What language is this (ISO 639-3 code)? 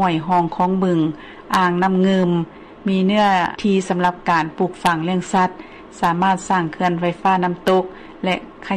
lao